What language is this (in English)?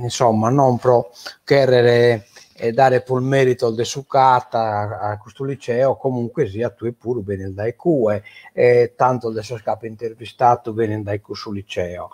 Sardinian